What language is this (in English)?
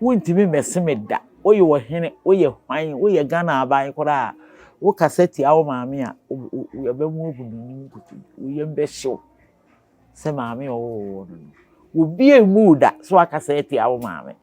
Akan